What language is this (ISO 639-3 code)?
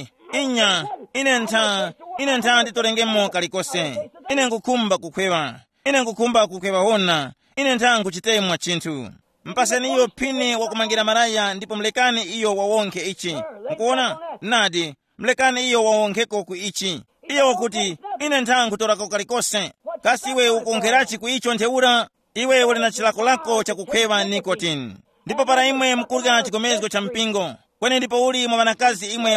tum